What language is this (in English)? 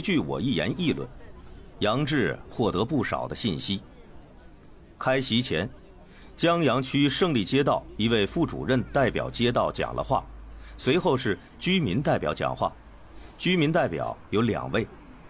Chinese